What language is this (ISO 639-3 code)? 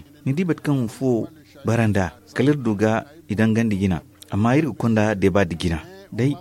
dje